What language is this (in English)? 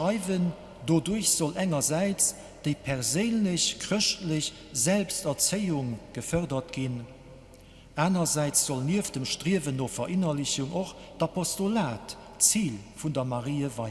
Luxembourgish